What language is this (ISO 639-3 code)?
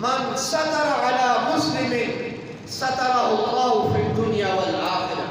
bgp